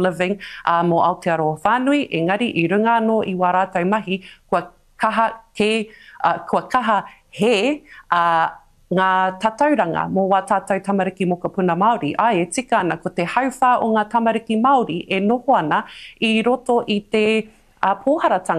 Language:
Māori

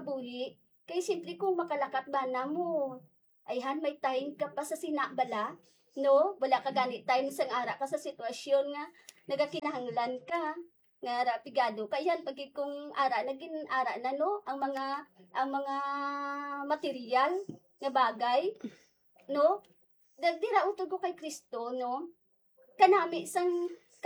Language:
Hiligaynon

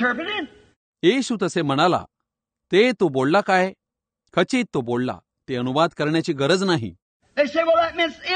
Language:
Marathi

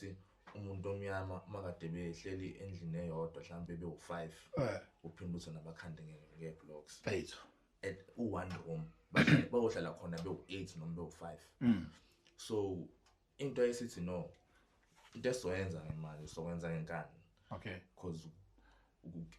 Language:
Zulu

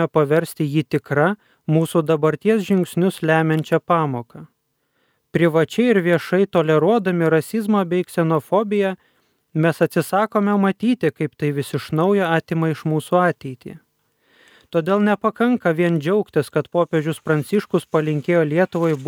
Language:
Lithuanian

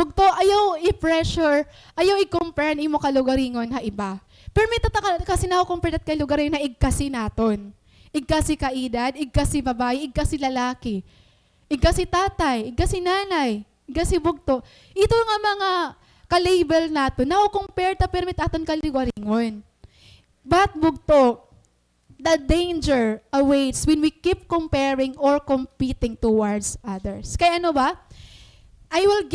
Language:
Waray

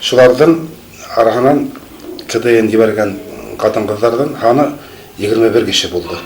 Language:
Bashkir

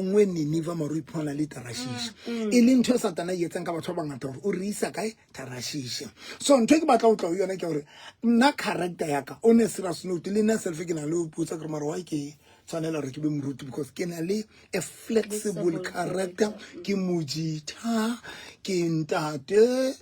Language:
Southern Sotho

